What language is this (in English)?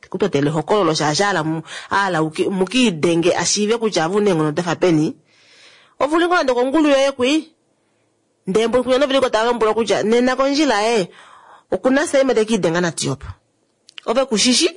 Kuanyama